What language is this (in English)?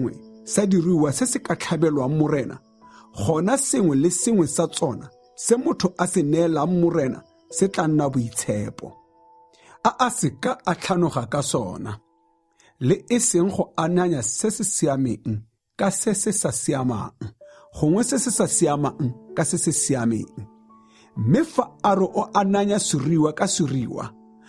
Tswana